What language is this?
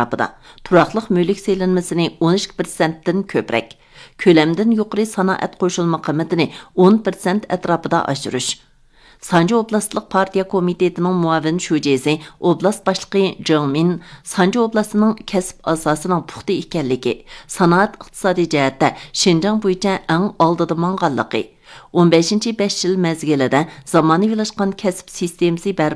Uyghur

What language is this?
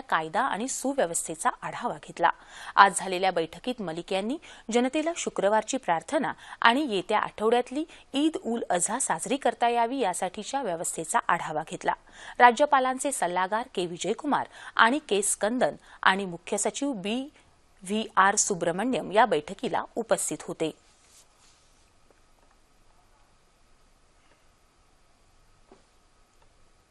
Marathi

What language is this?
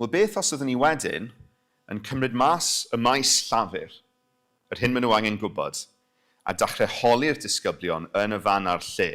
Welsh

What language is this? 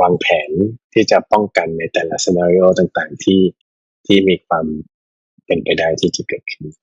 Lao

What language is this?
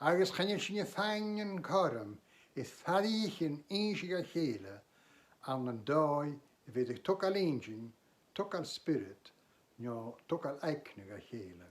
Scottish Gaelic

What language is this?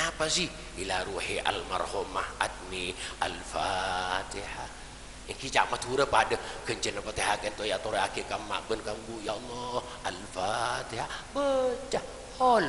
Madurese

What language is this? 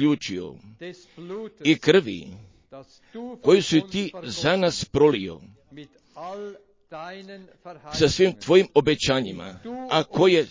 Croatian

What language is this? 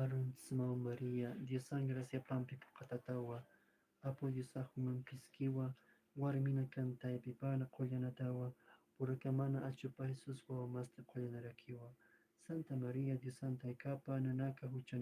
Aymara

